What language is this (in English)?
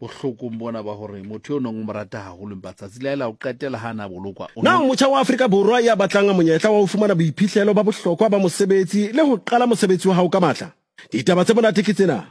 Southern Sotho